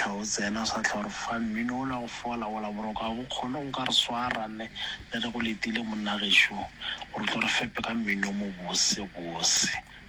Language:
Northern Sotho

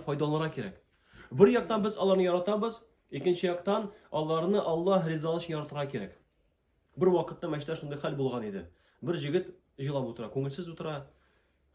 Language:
Tatar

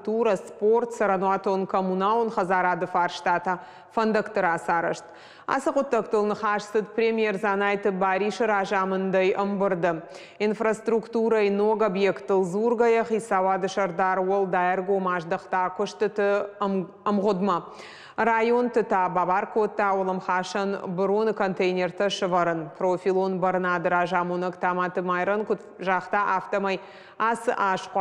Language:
Ossetic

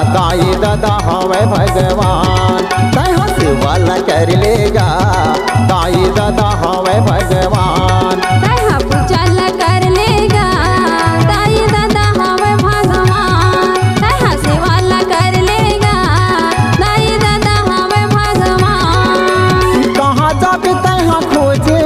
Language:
Chhattisgarhi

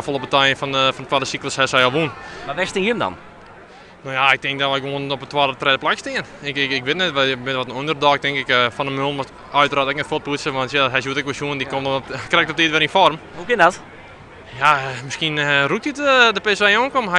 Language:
Western Frisian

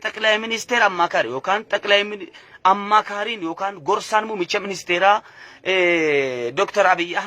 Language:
Oromo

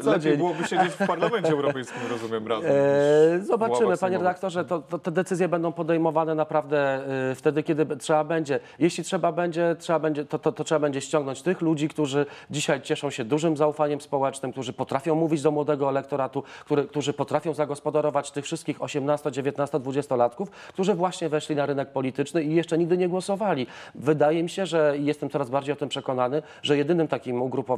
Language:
Polish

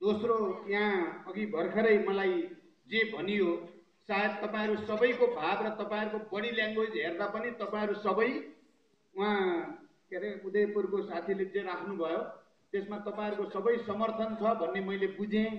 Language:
Nepali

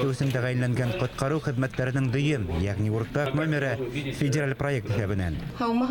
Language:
Bashkir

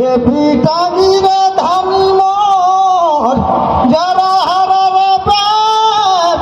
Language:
Surgujia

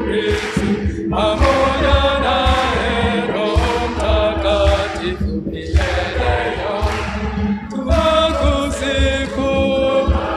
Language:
Swahili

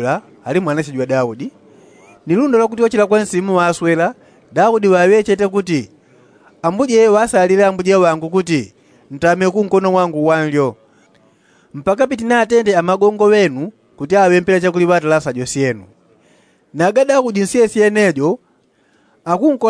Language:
Yao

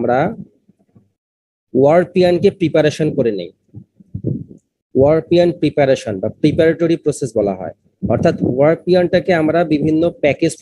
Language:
Bangla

